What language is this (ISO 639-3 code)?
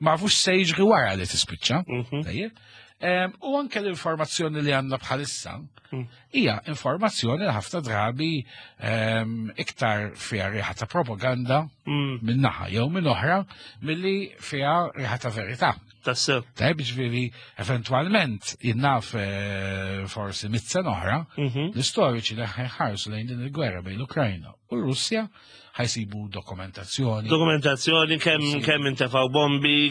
mlt